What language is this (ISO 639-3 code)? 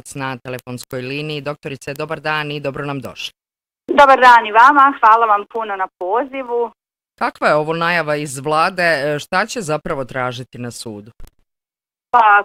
bos